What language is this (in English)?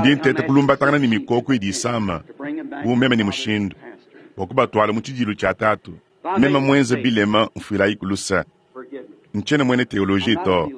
Luba-Lulua